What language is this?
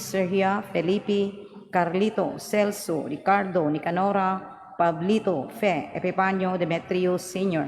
Cebuano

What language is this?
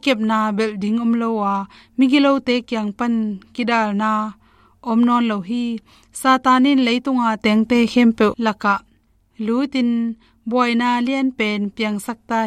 Tedim Chin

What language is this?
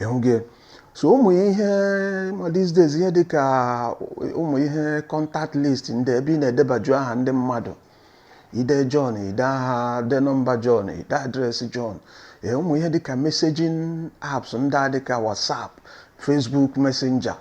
Igbo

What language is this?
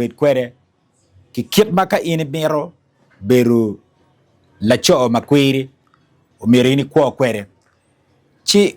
Acoli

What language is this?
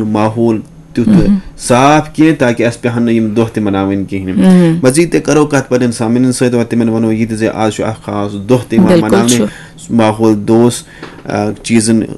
Kashmiri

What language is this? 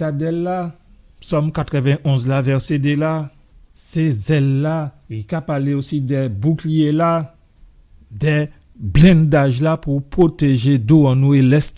Guadeloupean Creole French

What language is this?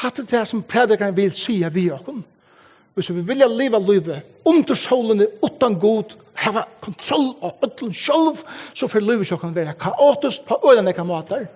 Faroese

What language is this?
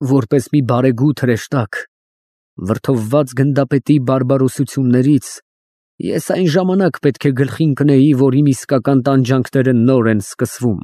Armenian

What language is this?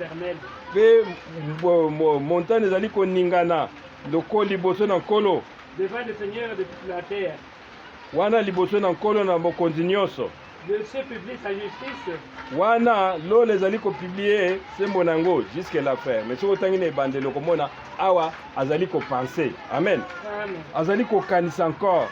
Lingala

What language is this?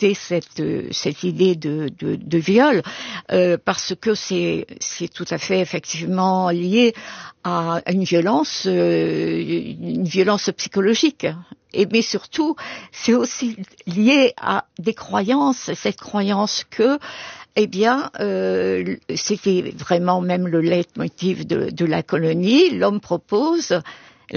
French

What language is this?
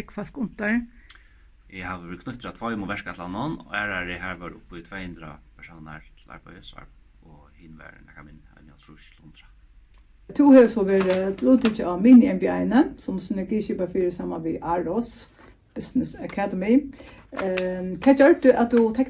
Faroese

